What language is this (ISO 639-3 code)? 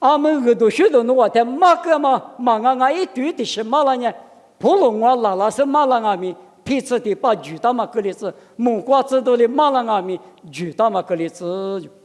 lis